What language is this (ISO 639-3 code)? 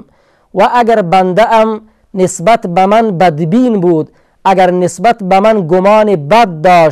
fas